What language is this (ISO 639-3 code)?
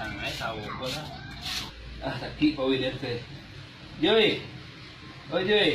min